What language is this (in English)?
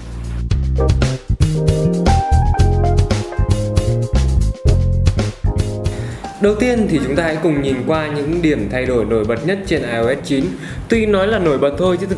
Vietnamese